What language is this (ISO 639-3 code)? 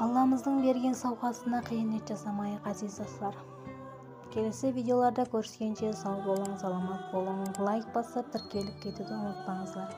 kaa